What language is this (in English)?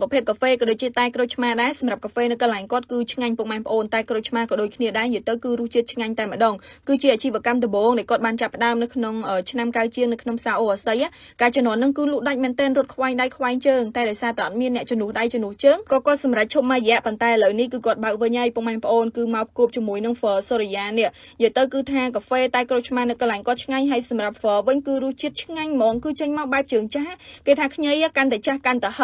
Khmer